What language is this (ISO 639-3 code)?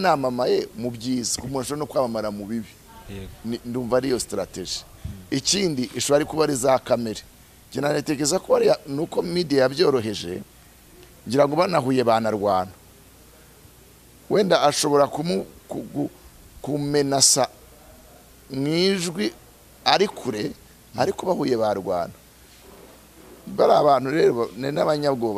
kin